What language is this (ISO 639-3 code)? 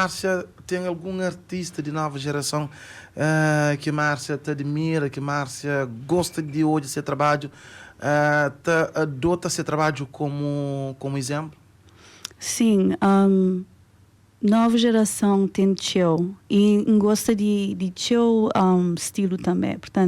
kea